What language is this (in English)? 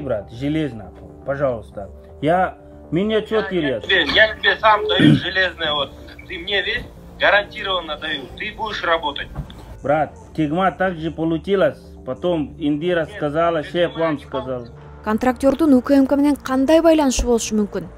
Kyrgyz